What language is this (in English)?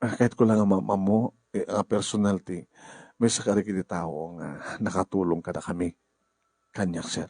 Iloko